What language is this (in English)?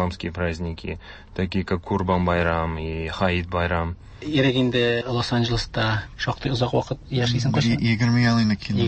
Tatar